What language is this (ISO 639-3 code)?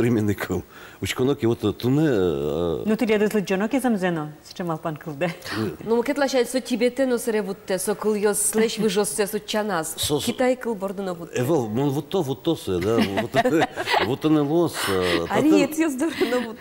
udm